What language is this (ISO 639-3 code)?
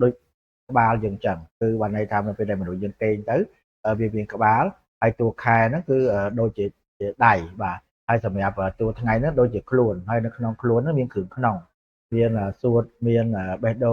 khm